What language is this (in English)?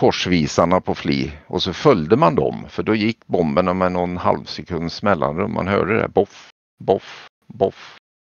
Swedish